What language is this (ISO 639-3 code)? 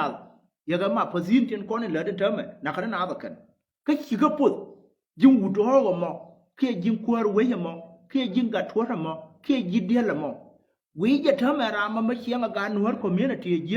nus